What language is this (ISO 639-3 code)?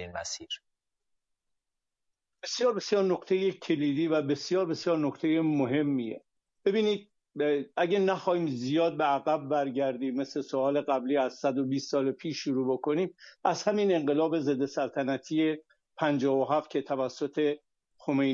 fas